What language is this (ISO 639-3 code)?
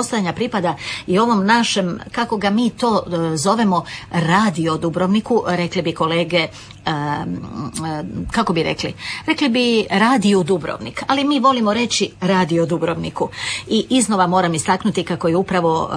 hrv